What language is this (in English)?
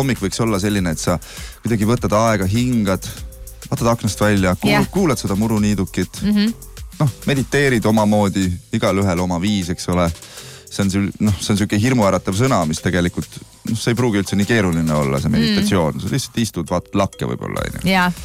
Estonian